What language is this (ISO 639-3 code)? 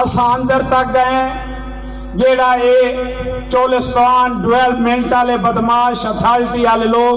skr